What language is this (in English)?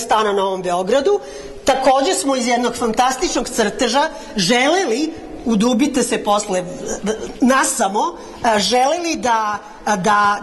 Serbian